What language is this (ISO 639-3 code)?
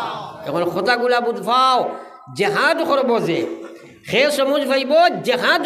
syl